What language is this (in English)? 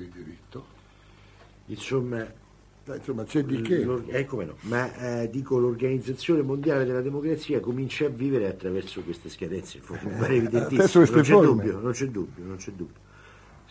Italian